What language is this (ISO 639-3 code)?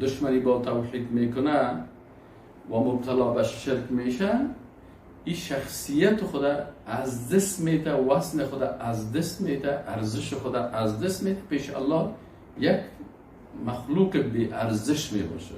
fas